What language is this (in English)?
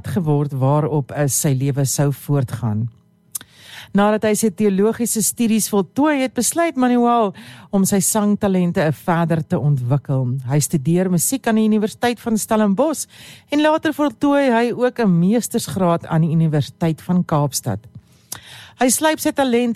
Afrikaans